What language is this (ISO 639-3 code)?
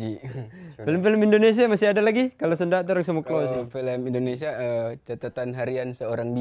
xmm